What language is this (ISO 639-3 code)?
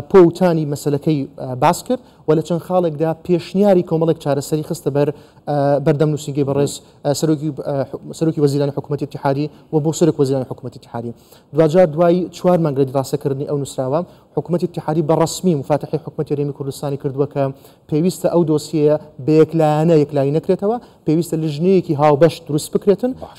ckb